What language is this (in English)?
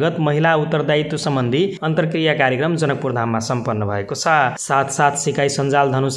Nepali